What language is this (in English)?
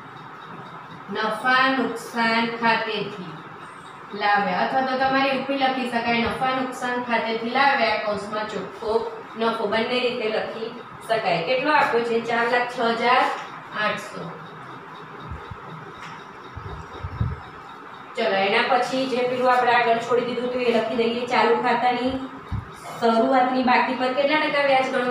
Gujarati